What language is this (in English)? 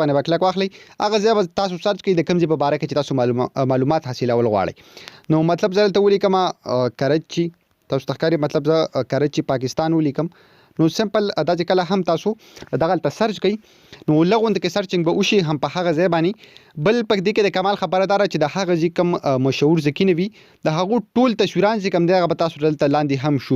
Pashto